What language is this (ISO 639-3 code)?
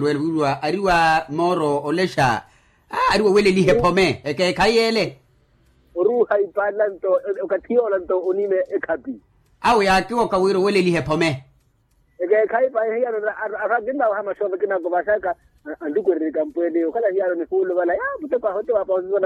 vmw